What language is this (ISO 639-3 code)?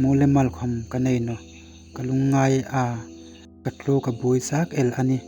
hmr